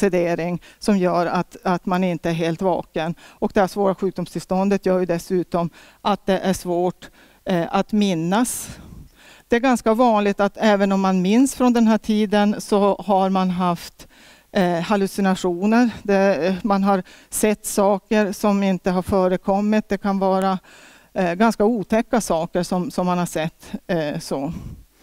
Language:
Swedish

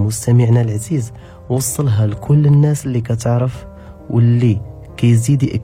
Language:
Moroccan Arabic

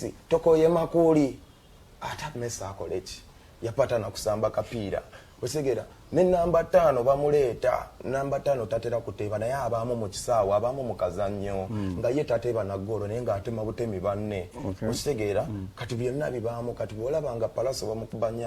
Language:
Ganda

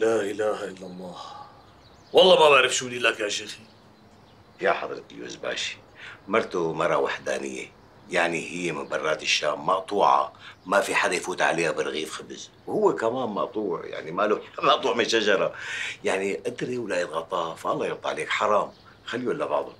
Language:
North Levantine Arabic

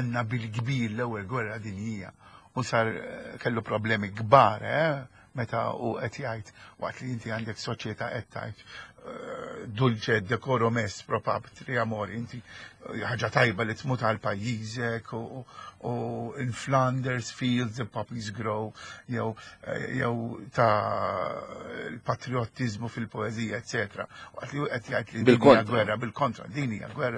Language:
Maltese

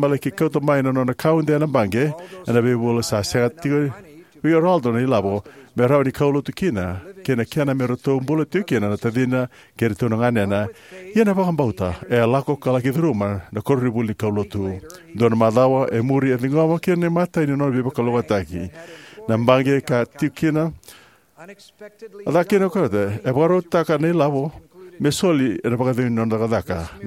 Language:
Fijian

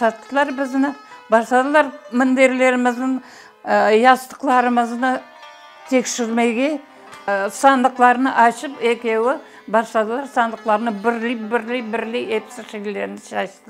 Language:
Crimean Tatar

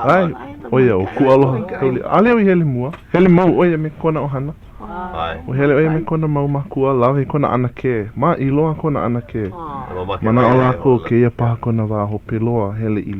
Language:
Hawaiian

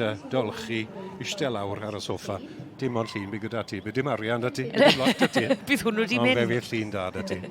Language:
Welsh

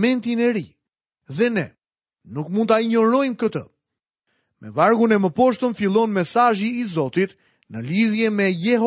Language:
Albanian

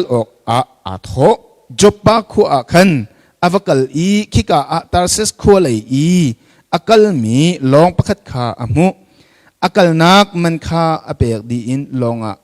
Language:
Hakha Chin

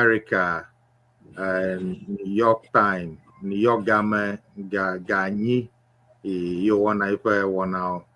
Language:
Ewe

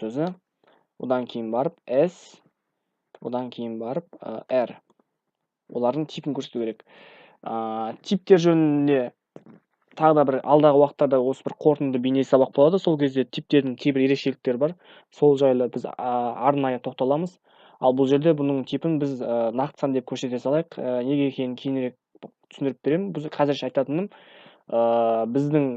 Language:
Kazakh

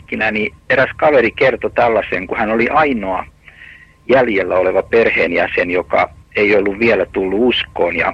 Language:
Finnish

